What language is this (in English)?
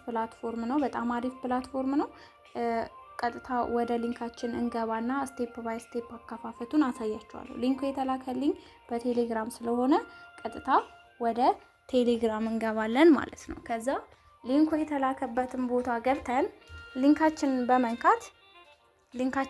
Amharic